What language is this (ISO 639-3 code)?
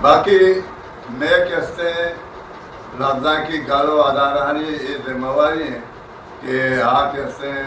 bgp